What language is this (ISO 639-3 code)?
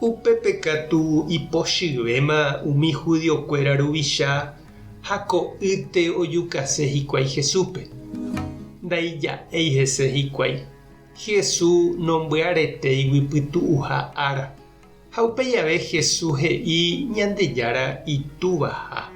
grn